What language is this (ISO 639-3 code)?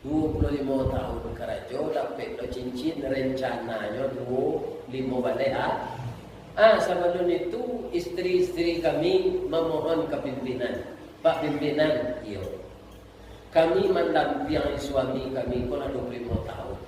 min